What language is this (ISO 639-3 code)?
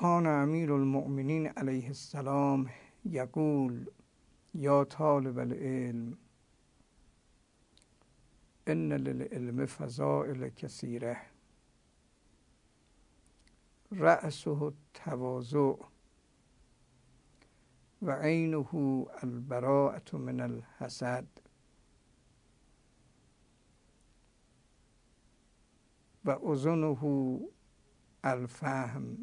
fas